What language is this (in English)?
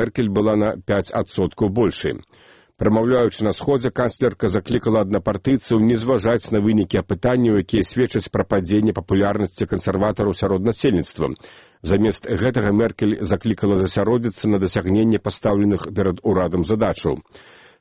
Belarusian